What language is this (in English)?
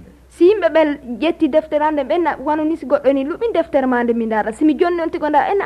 Fula